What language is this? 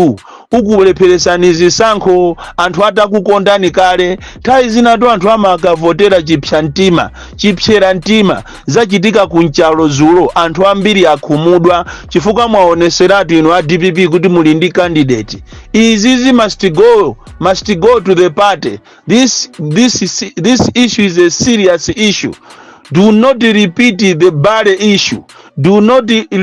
Nyanja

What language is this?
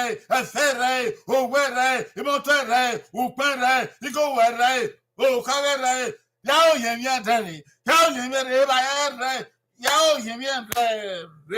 Bini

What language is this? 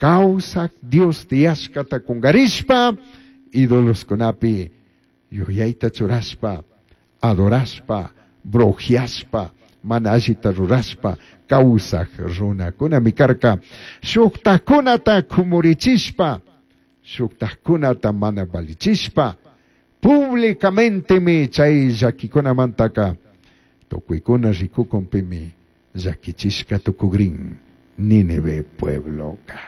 Chimborazo Highland Quichua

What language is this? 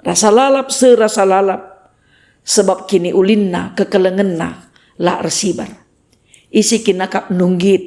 Batak Karo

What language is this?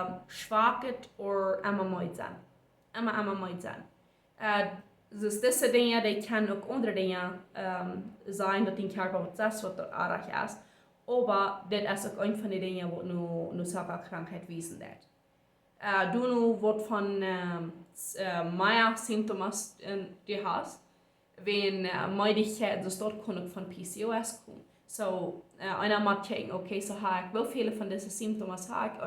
Plautdietsch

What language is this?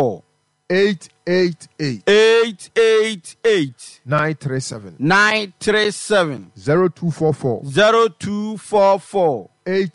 Akan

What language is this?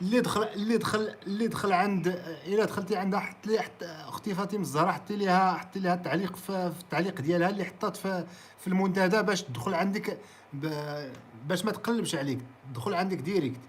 Moroccan Arabic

